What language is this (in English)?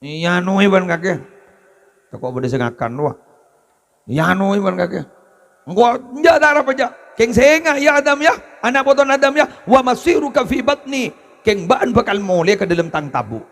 Madurese